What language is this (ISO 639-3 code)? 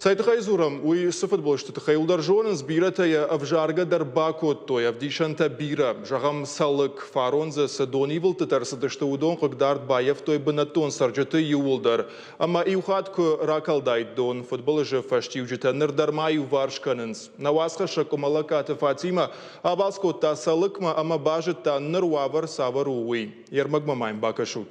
oss